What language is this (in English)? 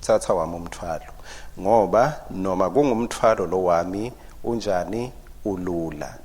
Swati